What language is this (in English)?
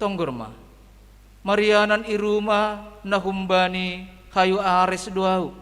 Batak Simalungun